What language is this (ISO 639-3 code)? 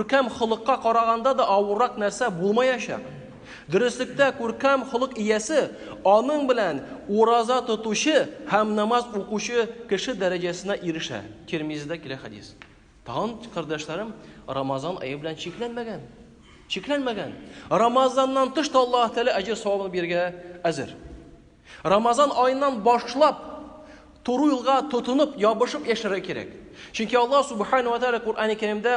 tat